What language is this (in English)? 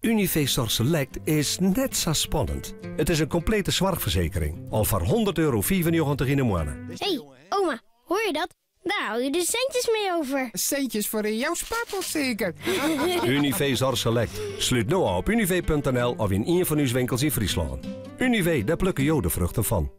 Western Frisian